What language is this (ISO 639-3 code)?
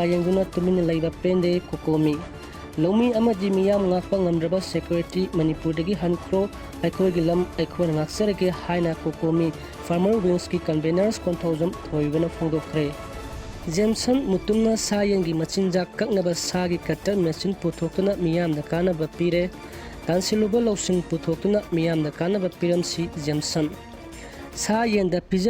mni